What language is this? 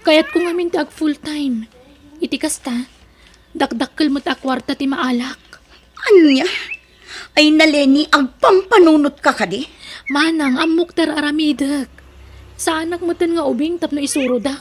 Iloko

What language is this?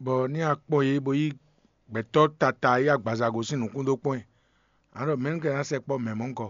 Fon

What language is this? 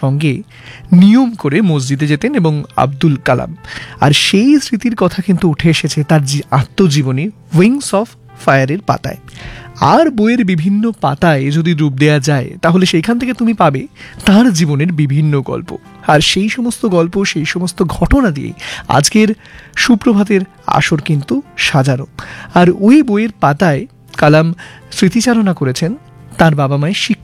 Bangla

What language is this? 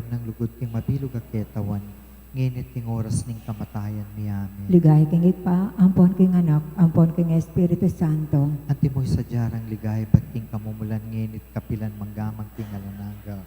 Pampanga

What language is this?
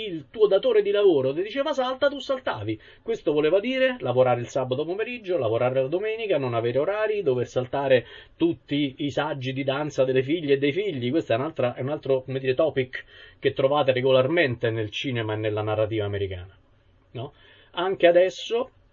Italian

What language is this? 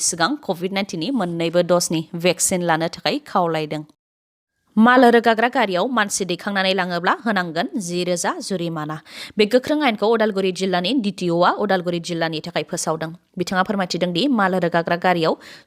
Bodo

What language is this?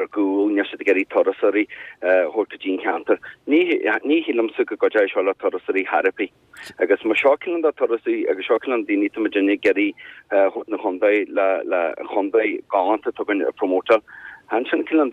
Irish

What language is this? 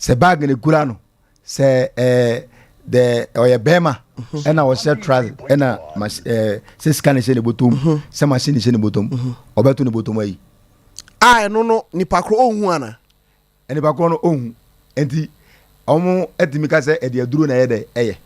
Akan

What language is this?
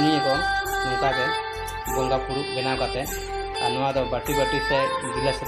Santali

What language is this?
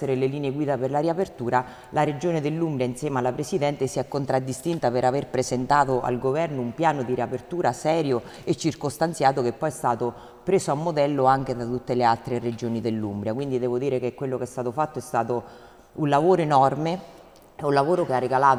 Italian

